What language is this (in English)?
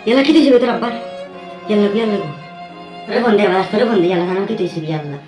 Sylheti